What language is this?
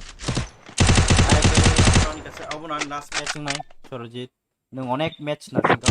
Kok Borok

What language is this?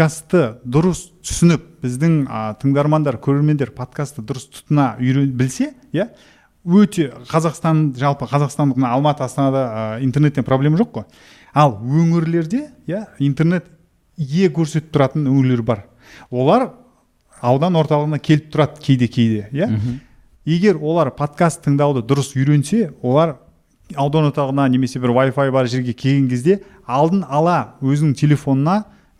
Kazakh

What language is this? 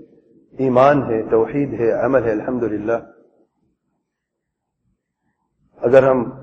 Urdu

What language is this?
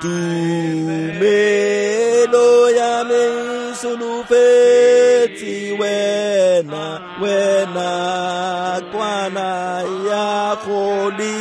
Tswana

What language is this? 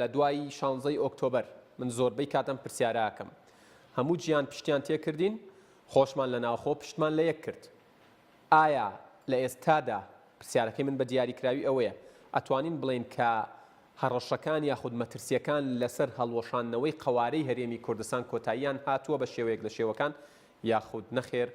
Central Kurdish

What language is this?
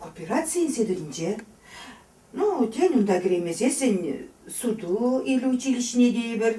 Chuvash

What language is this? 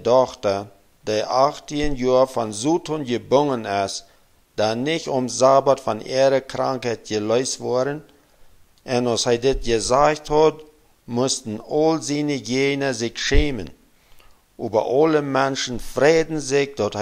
Plautdietsch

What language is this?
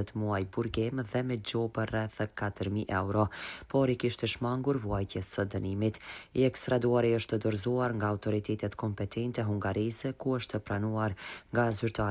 Albanian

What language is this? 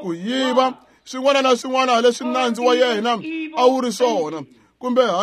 Tsonga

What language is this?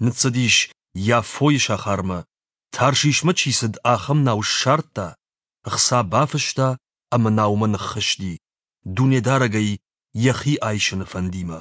Ossetic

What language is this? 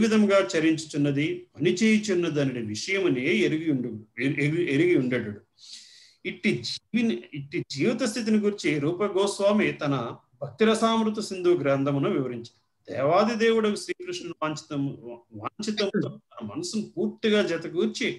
Telugu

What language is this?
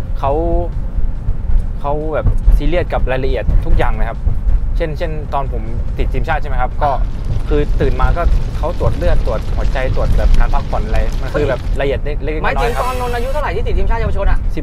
Thai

